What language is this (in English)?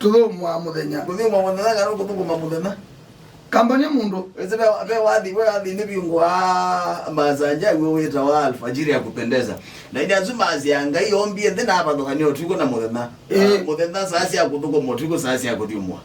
Kamba